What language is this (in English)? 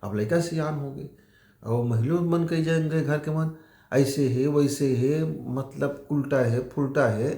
Chhattisgarhi